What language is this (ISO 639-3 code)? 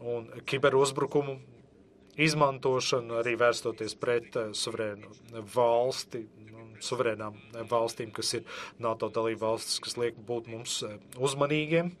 lav